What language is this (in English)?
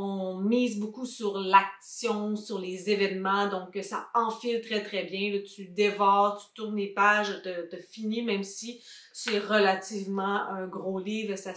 French